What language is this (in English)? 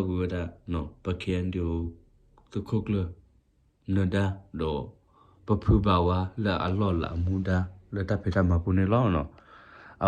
S'gaw Karen